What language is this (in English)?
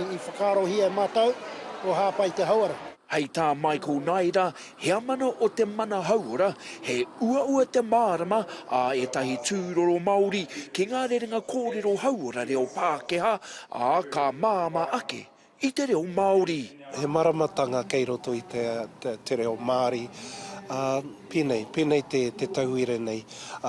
Māori